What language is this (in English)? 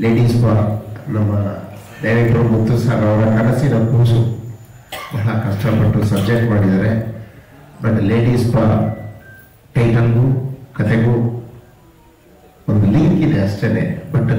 Kannada